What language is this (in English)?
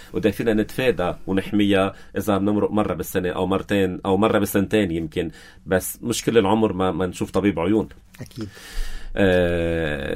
North Levantine Arabic